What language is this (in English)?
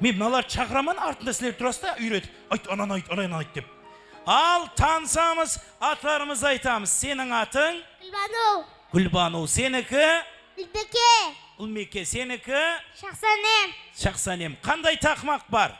Kara-Kalpak